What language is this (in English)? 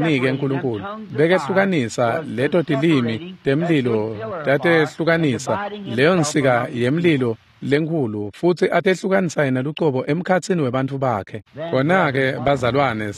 Swati